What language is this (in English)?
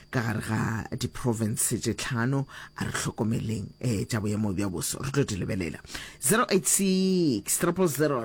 Northern Sotho